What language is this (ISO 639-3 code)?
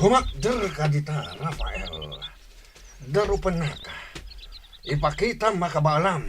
ilo